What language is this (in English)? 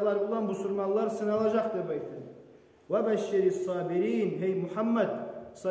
Kumyk